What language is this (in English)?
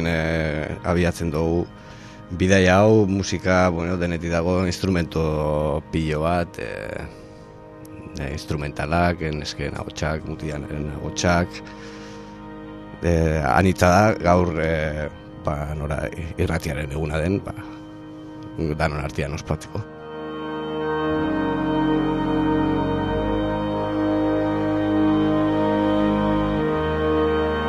Basque